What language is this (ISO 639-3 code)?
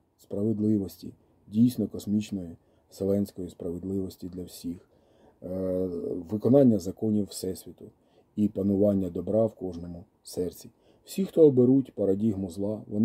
ukr